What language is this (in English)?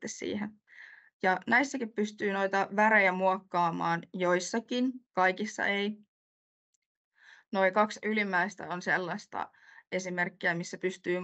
Finnish